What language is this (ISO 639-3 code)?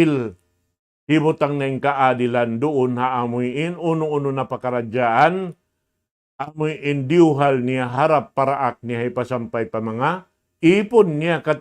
tsg